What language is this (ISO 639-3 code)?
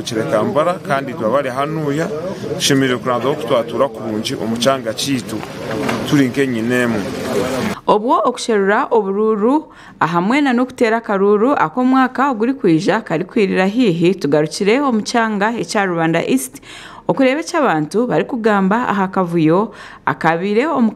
nyn